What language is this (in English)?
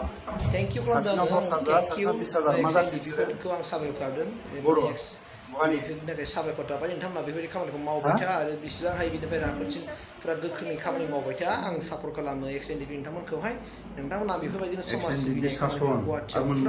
Bodo